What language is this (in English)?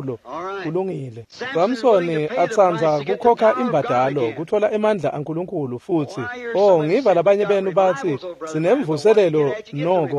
Swati